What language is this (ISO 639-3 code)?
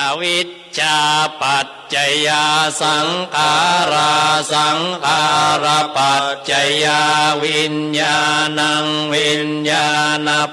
pli